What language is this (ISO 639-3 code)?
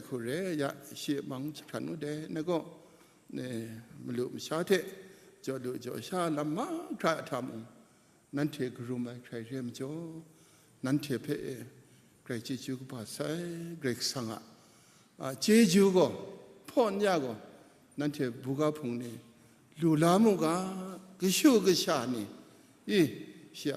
kac